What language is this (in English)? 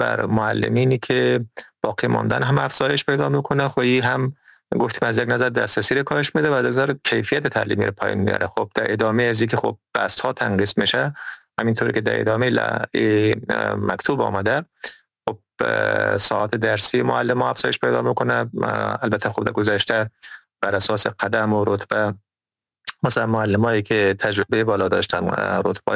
Persian